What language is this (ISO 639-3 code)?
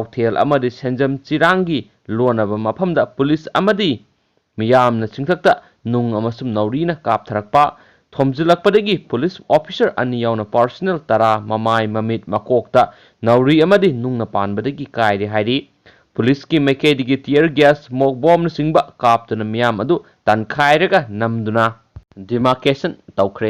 mni